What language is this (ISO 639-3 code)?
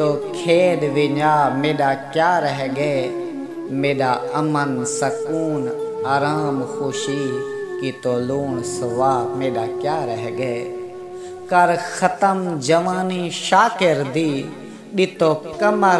skr